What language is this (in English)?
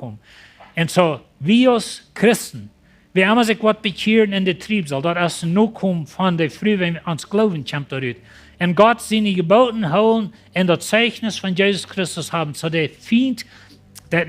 Plautdietsch